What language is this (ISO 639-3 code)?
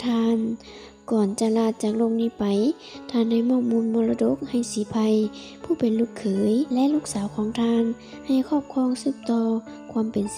lao